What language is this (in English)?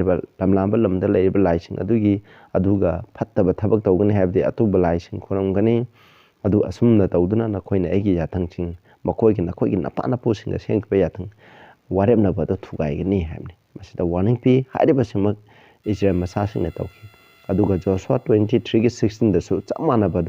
Manipuri